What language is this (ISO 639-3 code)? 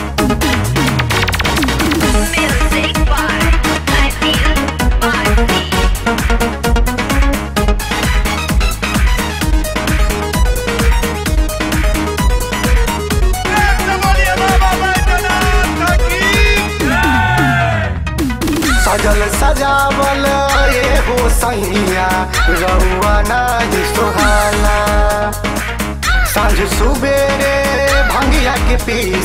bho